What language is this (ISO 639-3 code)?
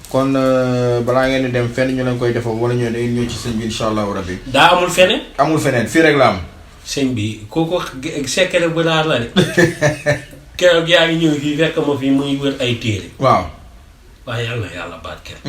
wol